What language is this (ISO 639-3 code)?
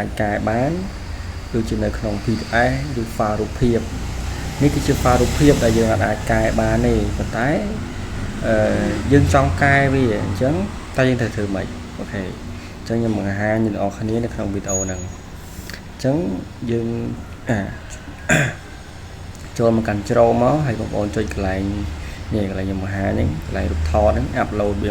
khm